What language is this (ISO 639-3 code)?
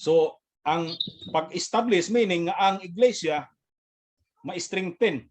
ceb